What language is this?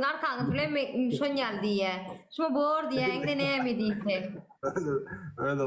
Turkmen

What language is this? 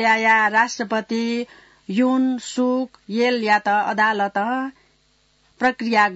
Newari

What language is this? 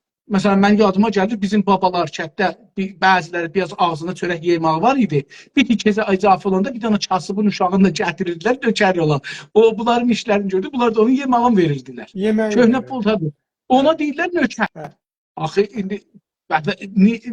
South Azerbaijani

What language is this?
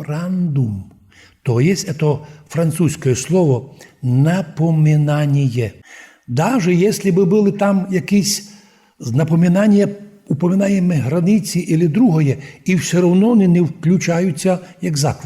Rusyn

